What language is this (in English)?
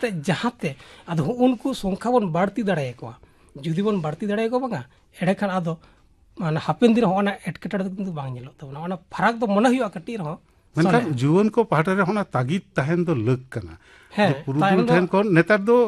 Santali